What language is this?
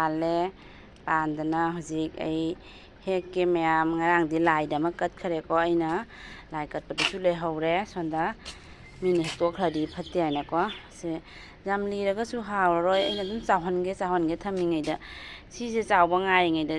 Manipuri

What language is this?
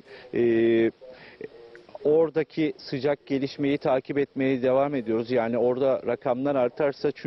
Turkish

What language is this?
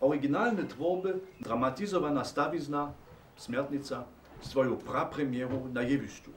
Upper Sorbian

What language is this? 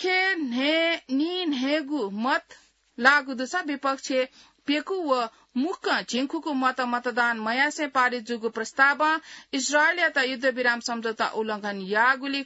Newari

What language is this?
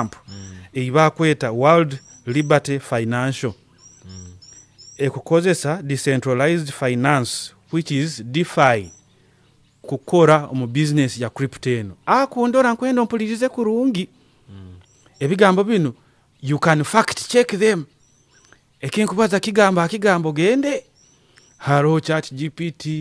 Nyoro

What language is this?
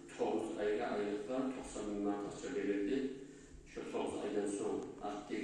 Kumyk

